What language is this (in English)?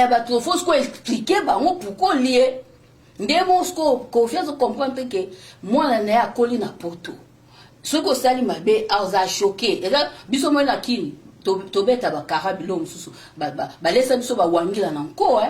Lingala